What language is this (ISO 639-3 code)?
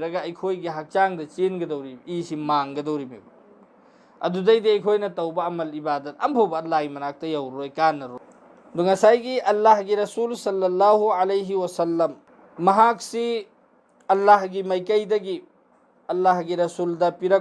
mni